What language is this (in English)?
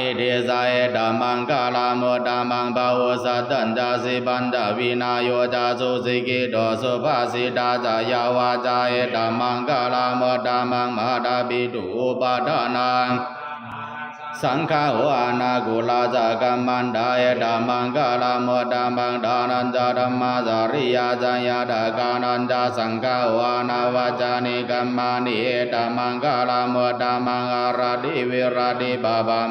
Pali